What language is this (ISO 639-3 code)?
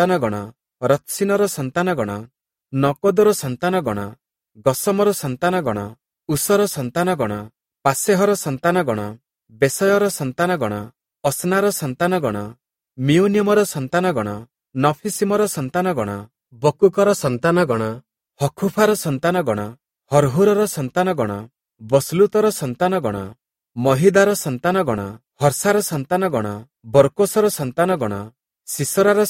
ori